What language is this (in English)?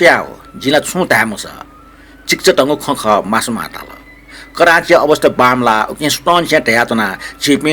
Newari